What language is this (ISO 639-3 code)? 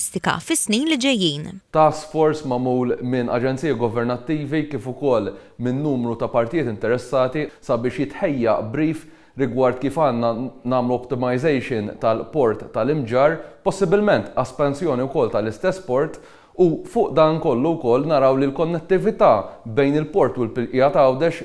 mlt